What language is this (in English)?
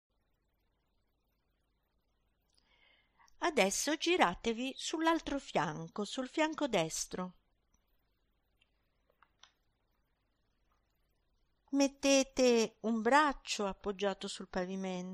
Italian